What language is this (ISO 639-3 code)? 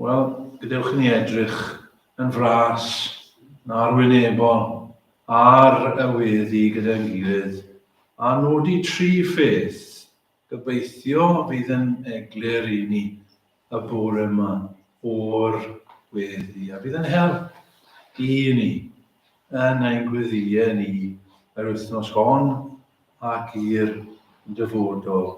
cym